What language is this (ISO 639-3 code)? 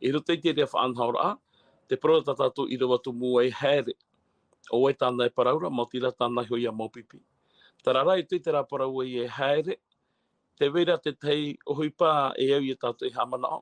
tah